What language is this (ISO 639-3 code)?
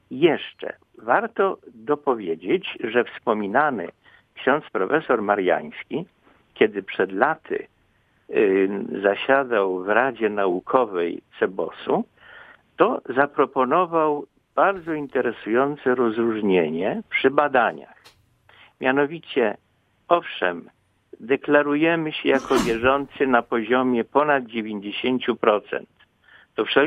pol